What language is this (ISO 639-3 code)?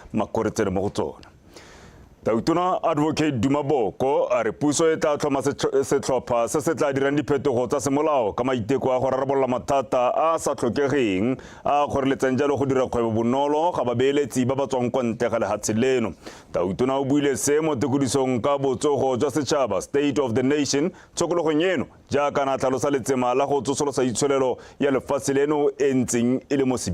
tsn